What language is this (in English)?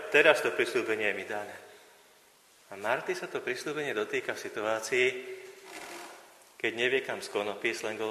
Slovak